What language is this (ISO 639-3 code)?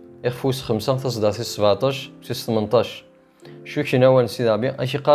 kab